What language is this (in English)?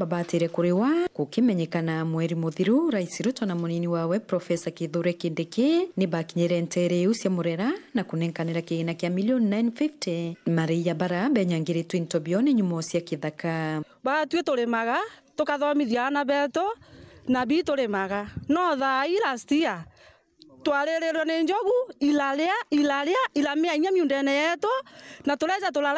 Meru